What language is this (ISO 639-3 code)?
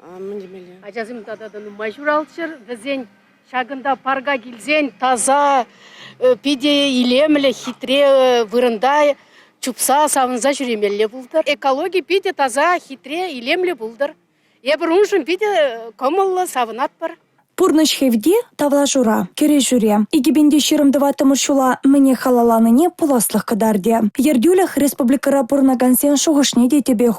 chv